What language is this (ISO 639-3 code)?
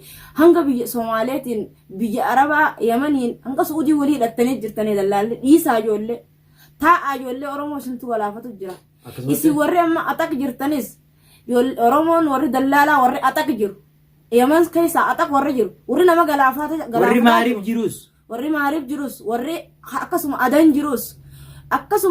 orm